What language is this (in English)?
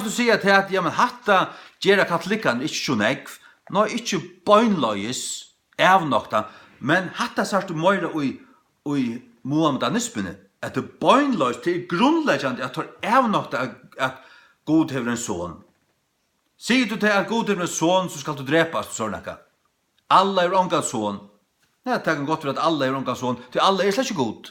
Faroese